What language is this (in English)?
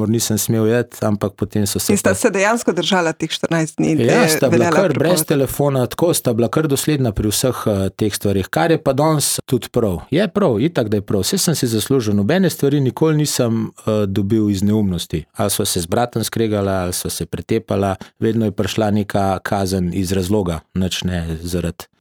Slovenian